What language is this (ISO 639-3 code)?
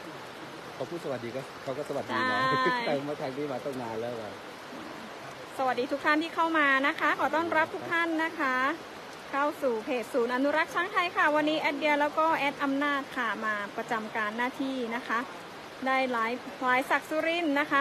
tha